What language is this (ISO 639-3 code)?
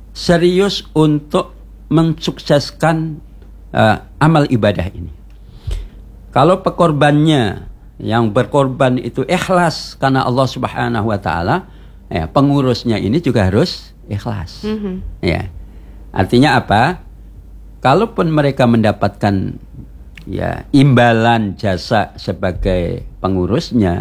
ind